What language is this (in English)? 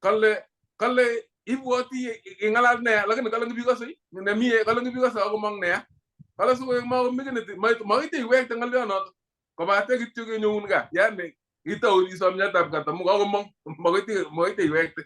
Kalenjin